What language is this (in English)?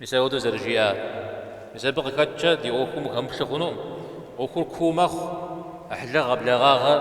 Kabardian